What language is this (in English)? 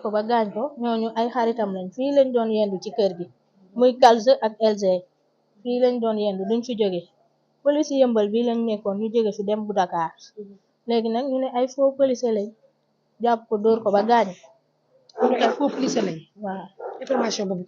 Wolof